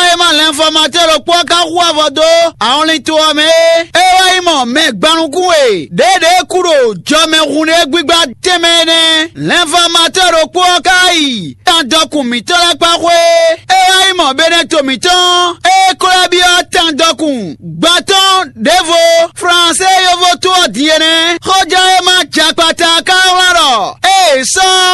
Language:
Fon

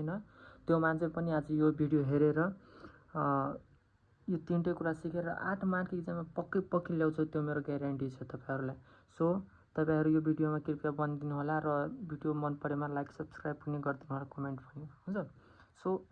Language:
Nepali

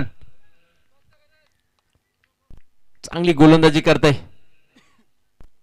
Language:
Marathi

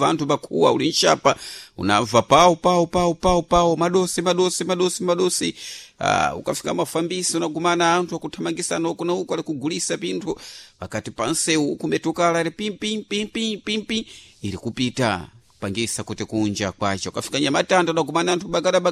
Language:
Sena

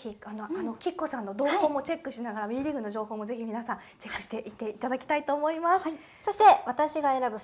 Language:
Japanese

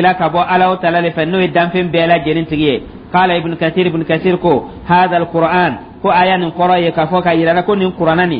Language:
Dyula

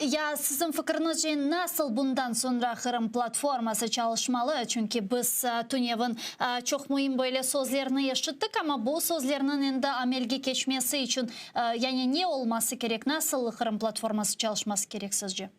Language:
Crimean Tatar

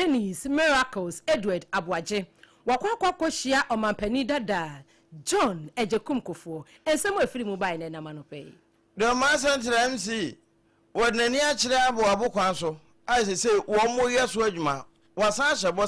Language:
Akan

